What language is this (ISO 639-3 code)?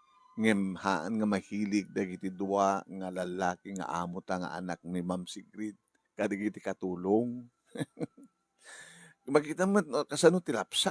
ilo